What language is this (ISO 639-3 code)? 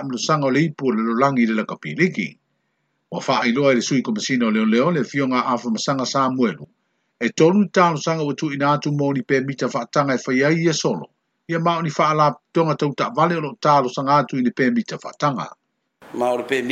smo